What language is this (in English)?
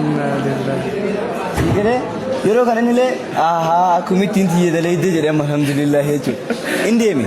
Oromo